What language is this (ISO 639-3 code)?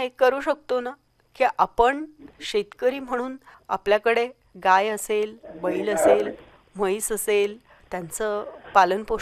mar